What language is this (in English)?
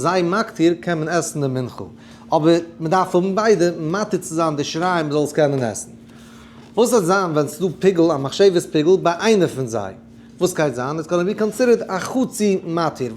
Yiddish